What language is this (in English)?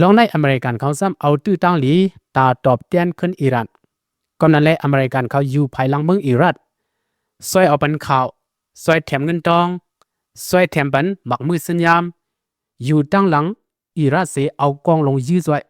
Shan